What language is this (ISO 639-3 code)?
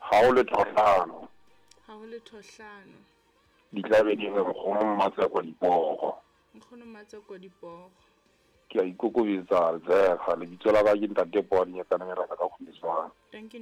sot